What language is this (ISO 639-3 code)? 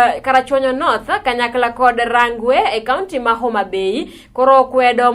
luo